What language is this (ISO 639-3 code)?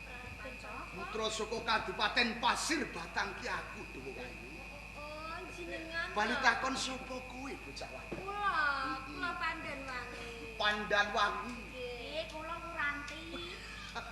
jav